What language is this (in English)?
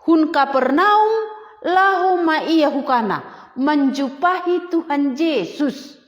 Batak Simalungun